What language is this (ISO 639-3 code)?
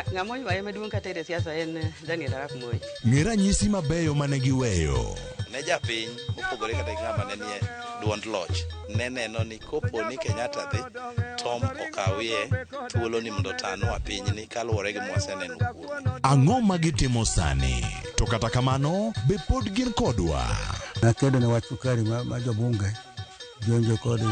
luo